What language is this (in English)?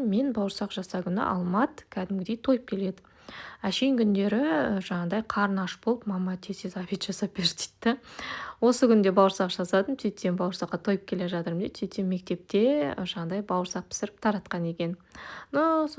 Kazakh